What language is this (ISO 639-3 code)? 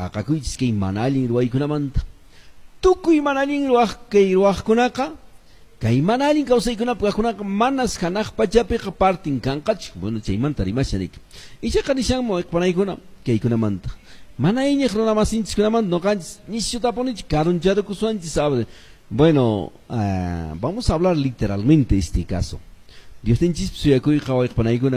que